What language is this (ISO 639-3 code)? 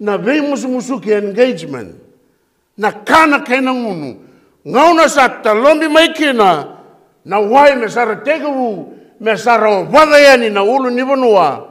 fij